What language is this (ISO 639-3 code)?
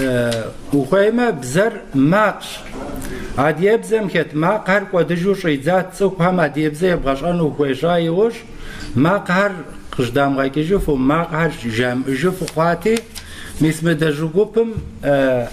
kbd